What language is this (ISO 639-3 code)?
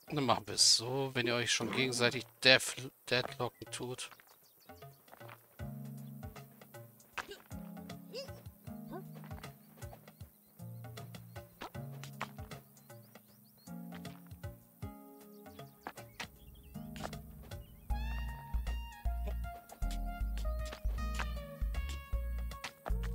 deu